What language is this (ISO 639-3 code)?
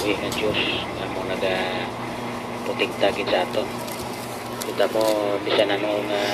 hil